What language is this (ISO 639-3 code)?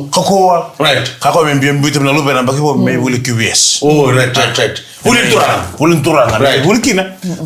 fij